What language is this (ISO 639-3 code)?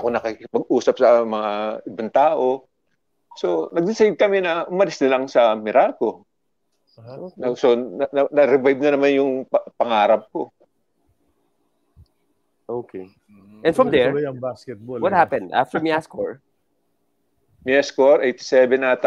fil